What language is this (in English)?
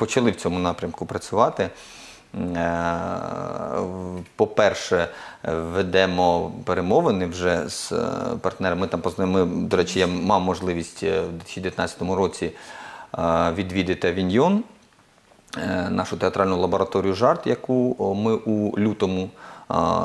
Ukrainian